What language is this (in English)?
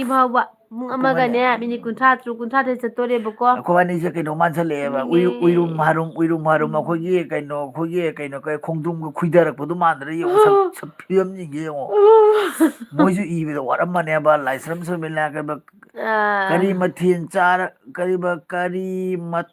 Manipuri